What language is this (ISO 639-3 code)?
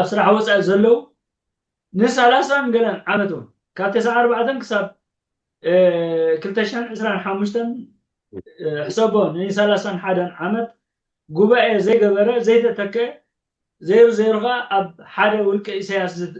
tir